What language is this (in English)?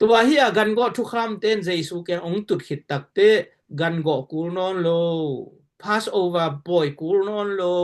Tedim Chin